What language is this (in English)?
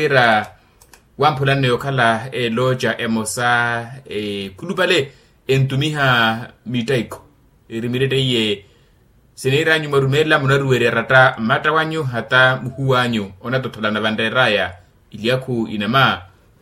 Makhuwa